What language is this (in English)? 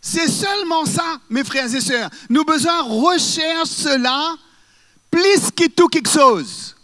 Morisyen